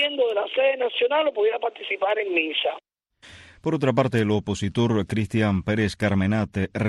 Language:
Spanish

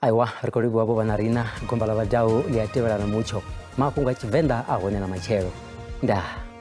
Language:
Venda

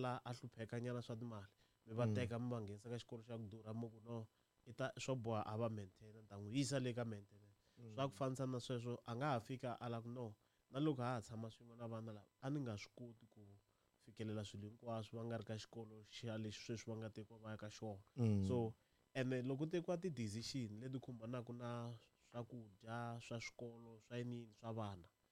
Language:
Tsonga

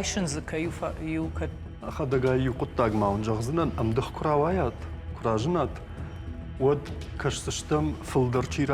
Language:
Ossetic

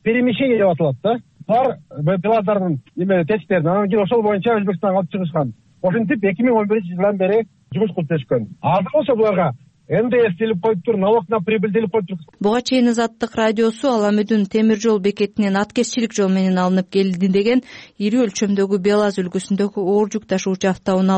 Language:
Kyrgyz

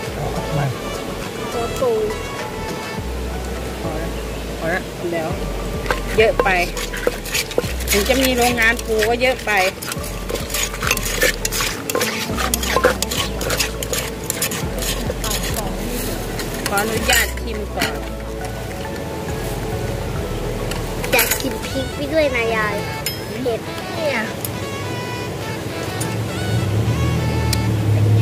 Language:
Thai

